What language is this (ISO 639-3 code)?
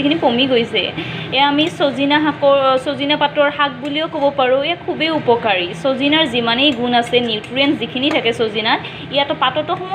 asm